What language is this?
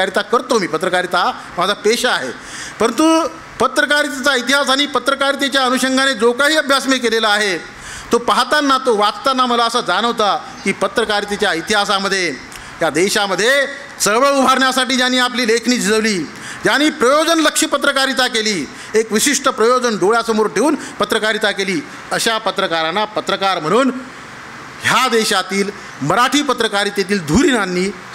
Marathi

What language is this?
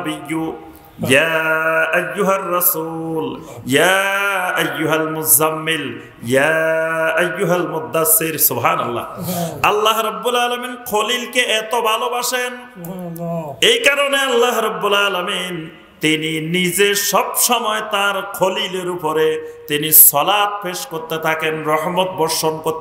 Bangla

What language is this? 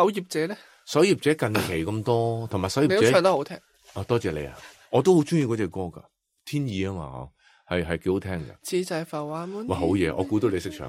Cantonese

